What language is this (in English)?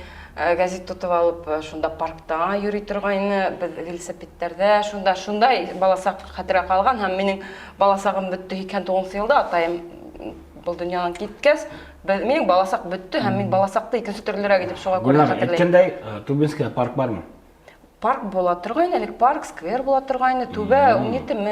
Bashkir